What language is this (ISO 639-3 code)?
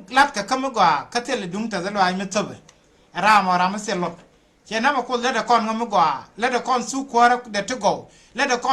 nus